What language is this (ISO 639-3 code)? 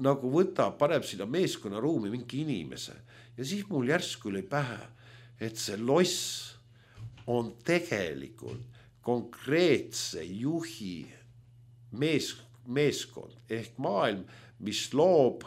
est